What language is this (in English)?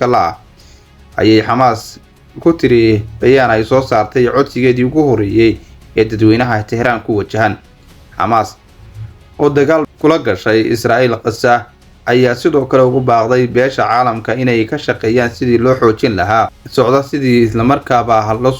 Somali